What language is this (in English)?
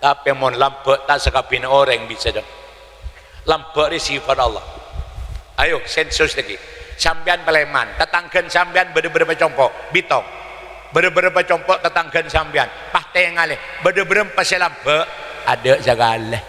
Madurese